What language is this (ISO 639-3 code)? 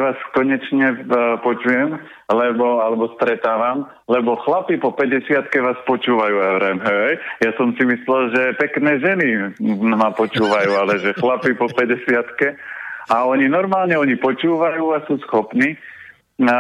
slk